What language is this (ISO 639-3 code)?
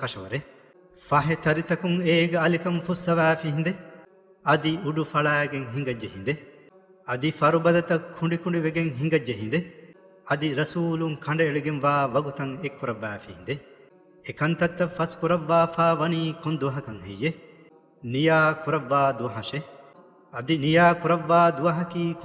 div